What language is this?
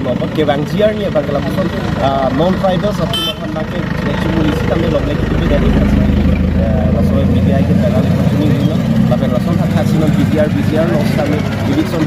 Karbi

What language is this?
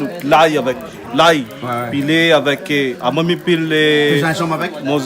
Réunion Creole French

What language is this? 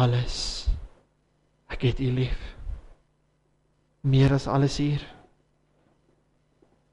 Afrikaans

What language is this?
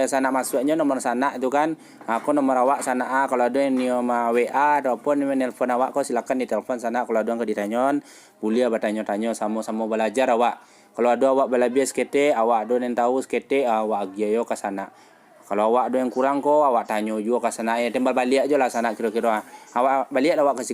Minangkabau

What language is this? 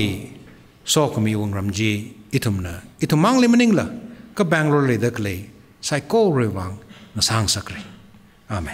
Tangkhul Naga (India)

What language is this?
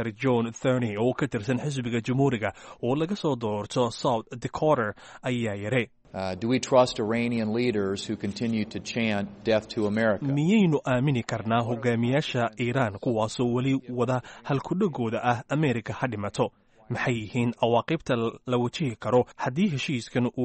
Somali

